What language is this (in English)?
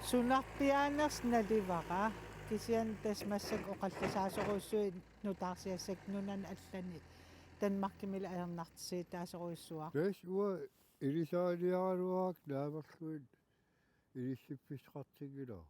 Kalaallisut